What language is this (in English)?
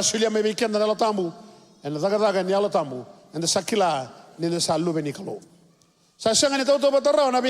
Fijian